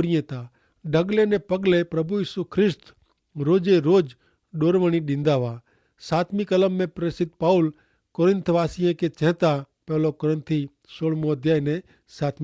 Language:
Kachhi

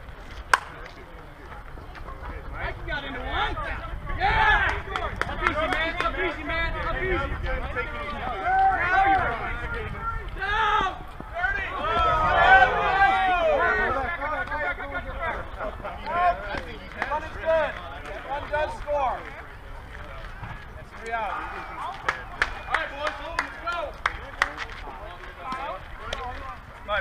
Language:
English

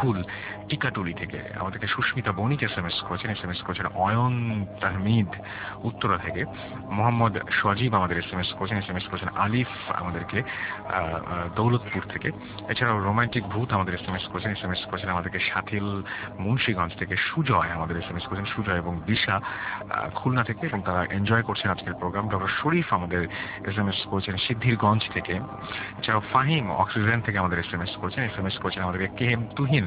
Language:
Bangla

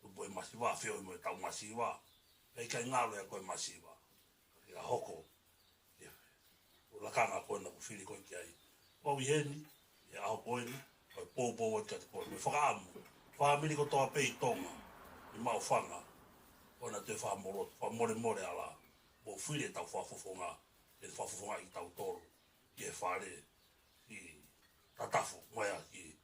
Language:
Tongan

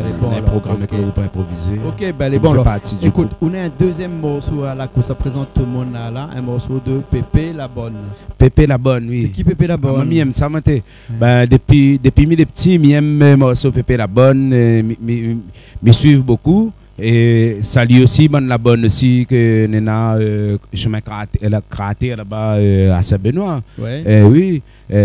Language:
Réunion Creole French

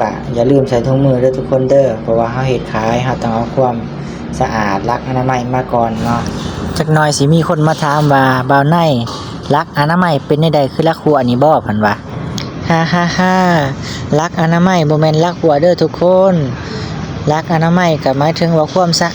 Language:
Lao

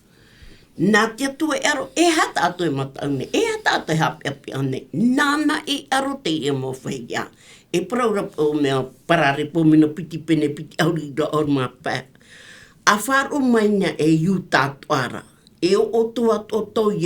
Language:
Tahitian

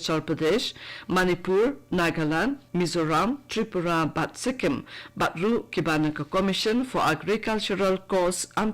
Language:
Khasi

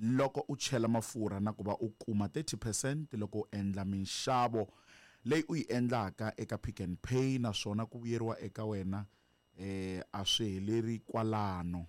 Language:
Tsonga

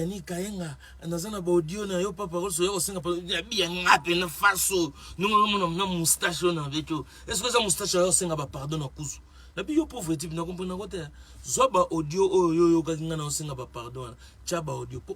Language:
Lingala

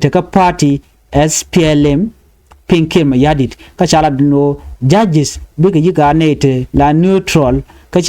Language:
Nuer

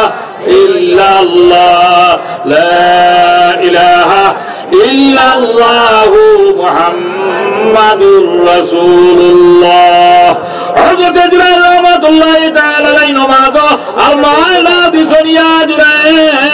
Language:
Sylheti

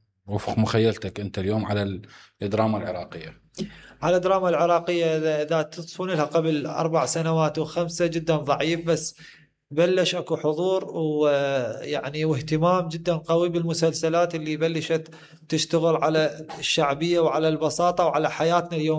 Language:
Mesopotamian Arabic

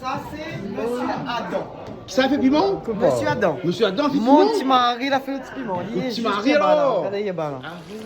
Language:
Réunion Creole French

